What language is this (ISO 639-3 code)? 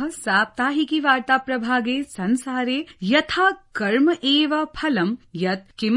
san